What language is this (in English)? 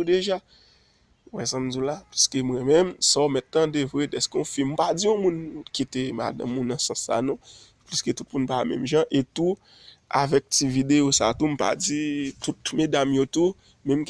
Haitian Creole